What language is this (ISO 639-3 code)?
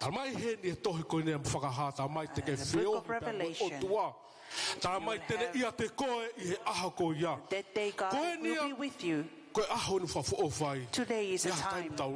ton